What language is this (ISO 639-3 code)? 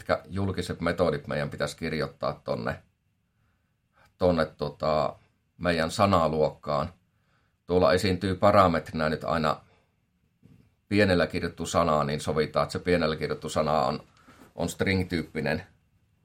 fin